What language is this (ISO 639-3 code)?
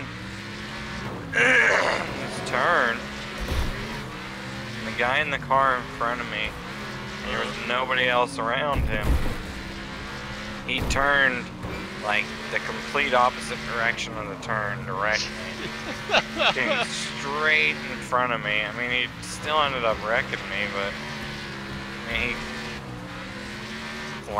eng